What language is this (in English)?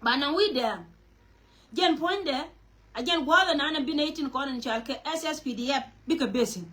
Nuer